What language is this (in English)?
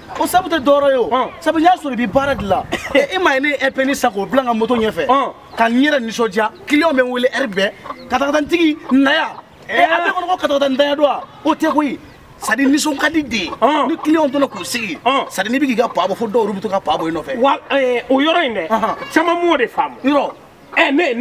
Bambara